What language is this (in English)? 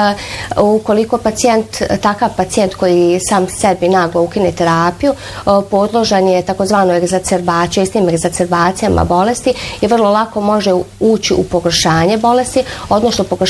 Bosnian